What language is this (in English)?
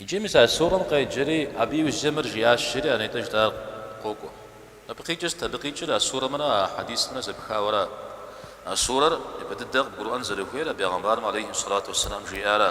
Kabardian